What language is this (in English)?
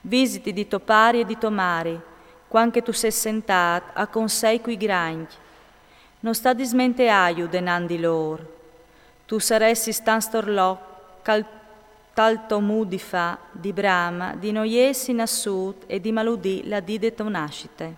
Friulian